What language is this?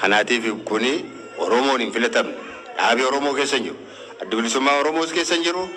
Oromo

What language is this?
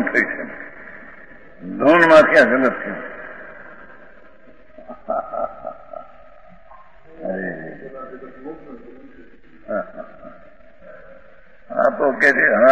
Gujarati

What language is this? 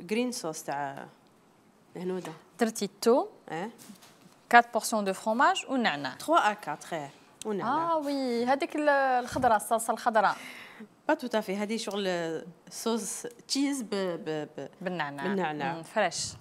Algerian Arabic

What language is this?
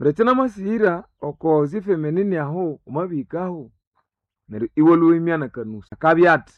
Nande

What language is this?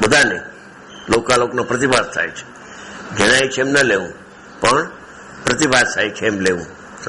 Gujarati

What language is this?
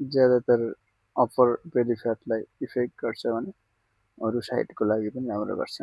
Nepali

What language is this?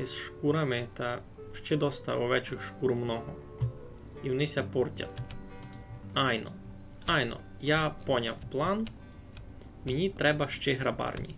Rusyn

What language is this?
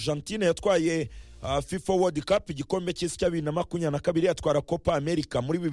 Kinyarwanda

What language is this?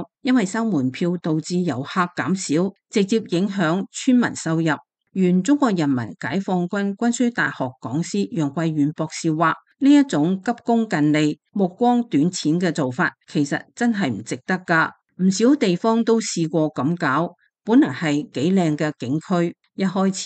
Cantonese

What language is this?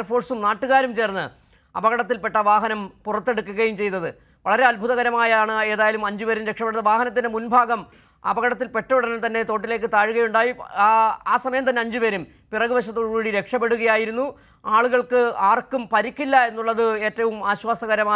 Malayalam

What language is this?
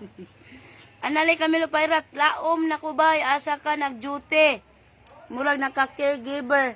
Cebuano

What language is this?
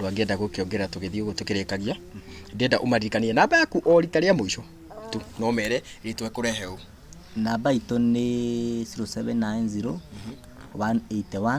Kikuyu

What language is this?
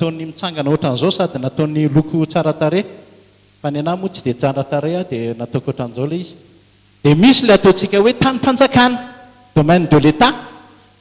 Malagasy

